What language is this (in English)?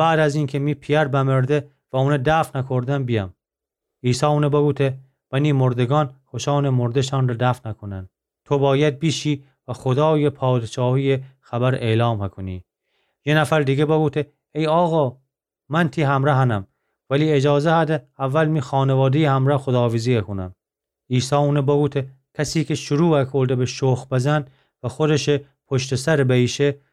Gilaki